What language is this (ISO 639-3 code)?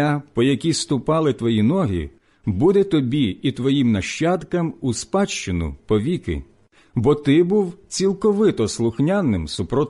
ukr